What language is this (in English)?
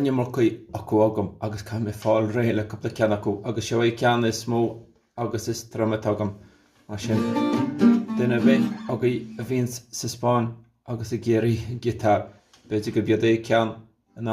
Irish